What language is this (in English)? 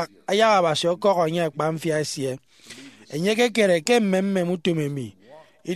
Efik